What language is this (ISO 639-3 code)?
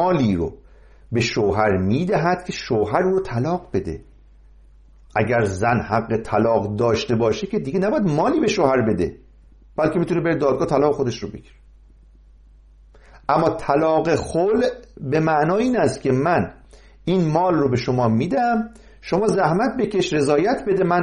fas